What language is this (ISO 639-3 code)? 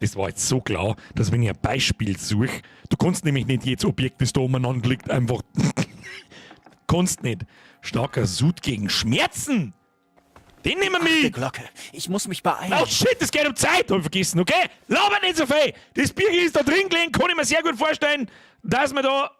bar